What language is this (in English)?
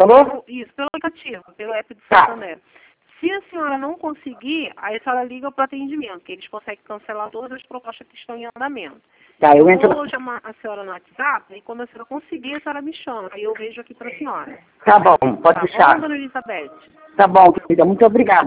Portuguese